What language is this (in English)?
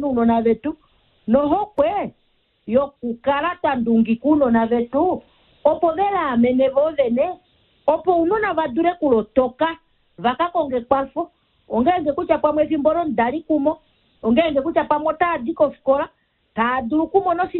Kuanyama